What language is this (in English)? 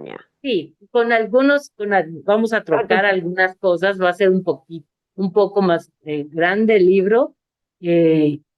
Ladino